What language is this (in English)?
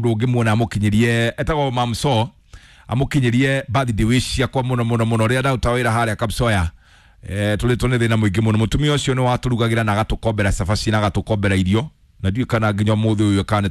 Kikuyu